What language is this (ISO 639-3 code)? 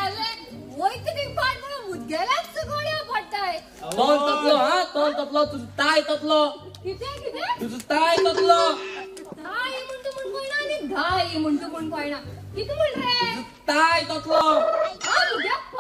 kok